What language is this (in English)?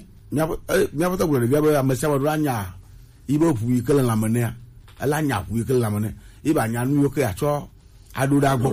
Gen